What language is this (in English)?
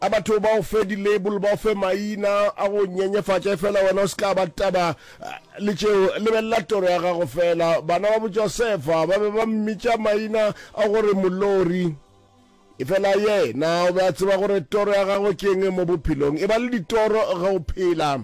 Northern Sotho